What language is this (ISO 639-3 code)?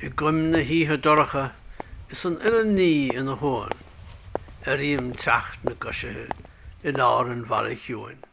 gle